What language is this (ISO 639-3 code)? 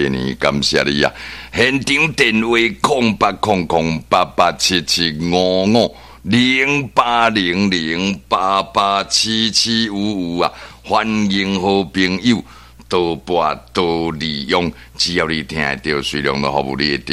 nan